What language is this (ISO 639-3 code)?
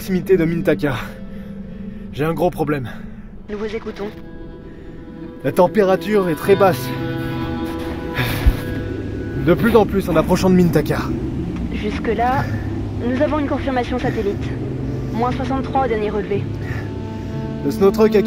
fra